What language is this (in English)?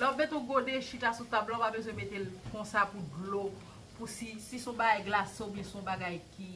Haitian Creole